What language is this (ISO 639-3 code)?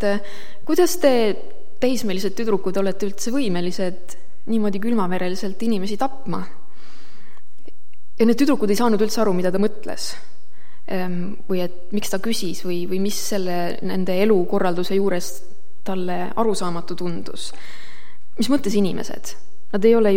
est